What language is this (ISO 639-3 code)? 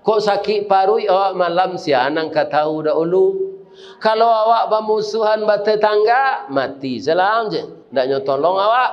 min